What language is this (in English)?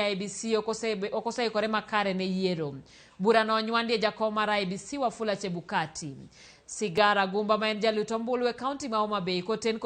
Luo (Kenya and Tanzania)